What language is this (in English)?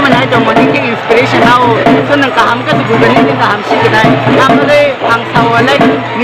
Kok Borok